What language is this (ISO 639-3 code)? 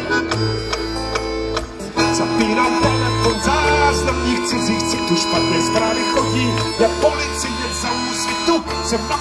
ces